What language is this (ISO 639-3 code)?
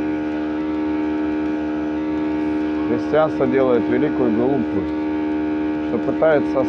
rus